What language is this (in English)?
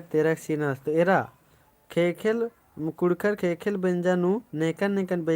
Kurukh